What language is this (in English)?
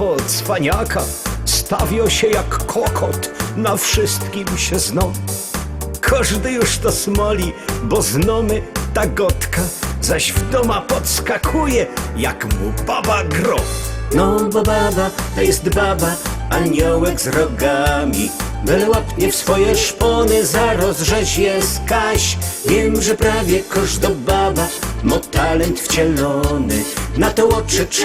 Silesian